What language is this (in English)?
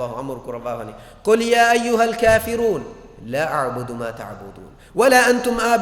Divehi